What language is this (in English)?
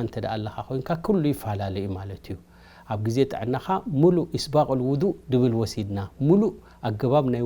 Tigrinya